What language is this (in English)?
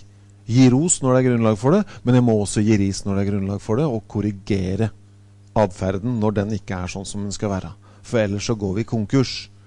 Norwegian